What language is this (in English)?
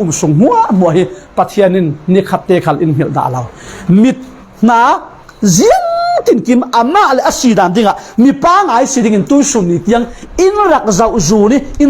Falam Chin